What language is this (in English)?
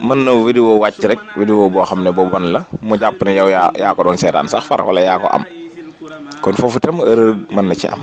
Wolof